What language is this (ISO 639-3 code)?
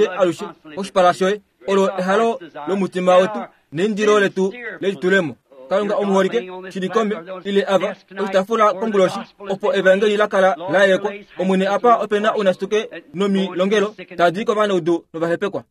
kua